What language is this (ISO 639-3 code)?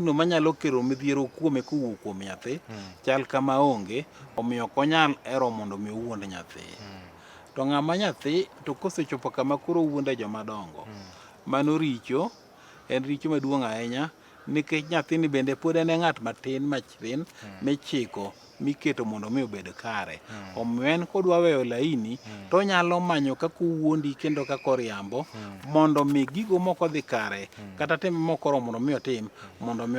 luo